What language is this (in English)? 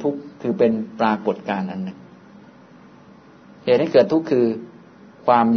Thai